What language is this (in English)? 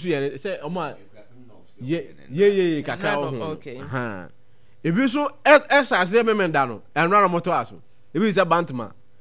Akan